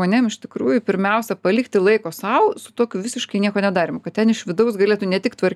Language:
Lithuanian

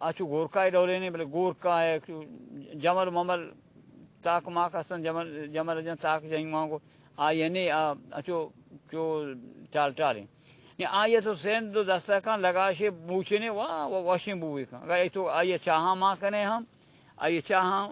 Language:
Eastern Balochi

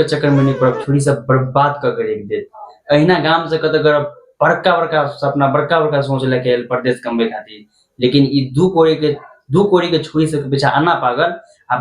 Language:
Maithili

